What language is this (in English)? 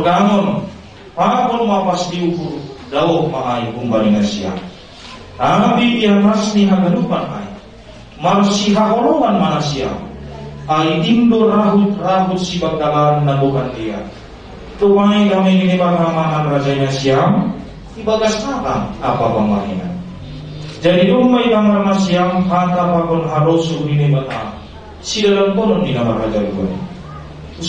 Batak Simalungun